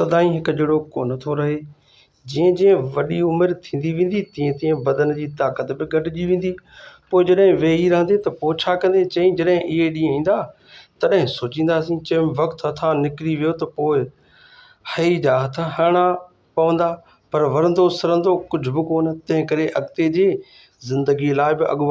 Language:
Sindhi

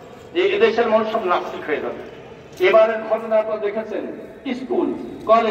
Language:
Bangla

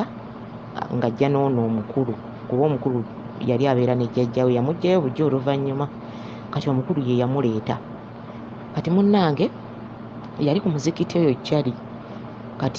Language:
Ganda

